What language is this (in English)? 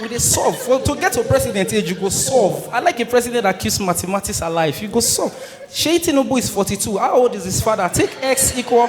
Nigerian Pidgin